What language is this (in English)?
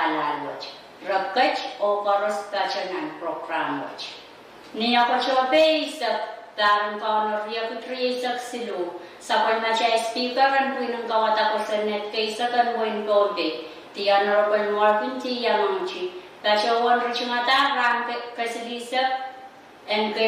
Pohnpeian